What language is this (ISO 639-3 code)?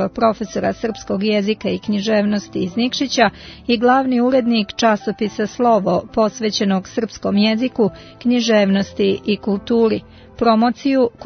srp